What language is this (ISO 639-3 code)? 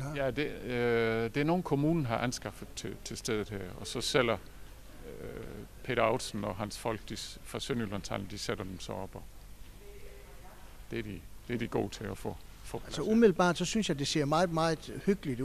dan